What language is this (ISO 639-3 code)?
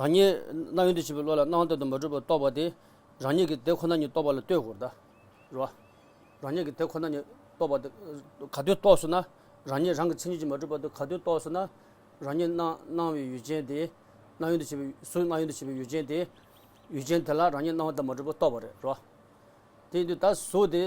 bod